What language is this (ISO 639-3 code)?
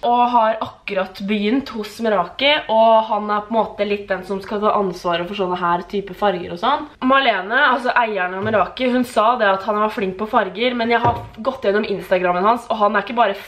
nor